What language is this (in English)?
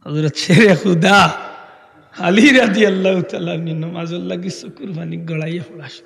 Sylheti